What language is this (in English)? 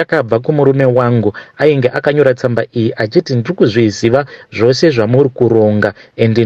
Shona